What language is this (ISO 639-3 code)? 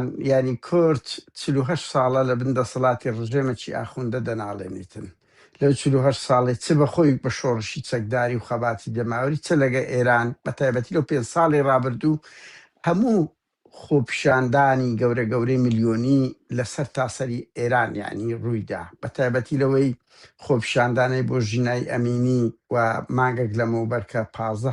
ckb